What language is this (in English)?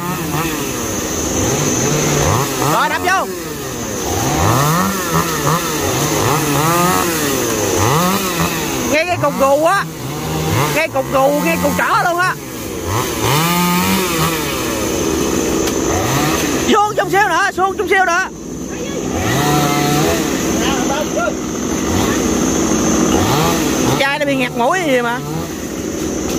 Vietnamese